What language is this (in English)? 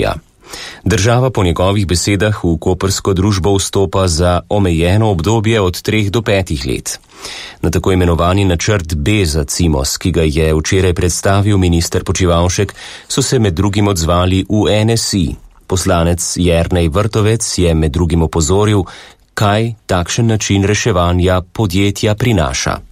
Slovenian